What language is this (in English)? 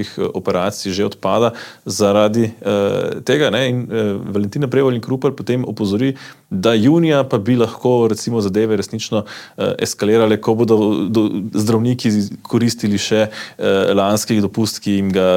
Slovenian